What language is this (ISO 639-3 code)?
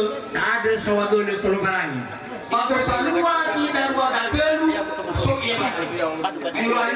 nia